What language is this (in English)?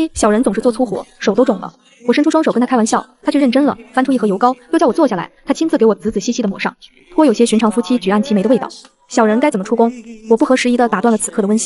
Chinese